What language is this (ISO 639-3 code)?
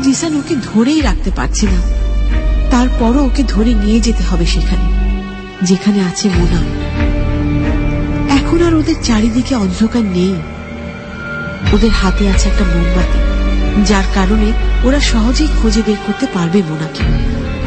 ben